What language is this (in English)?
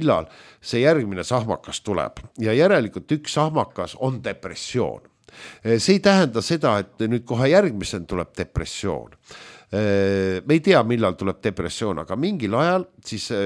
Estonian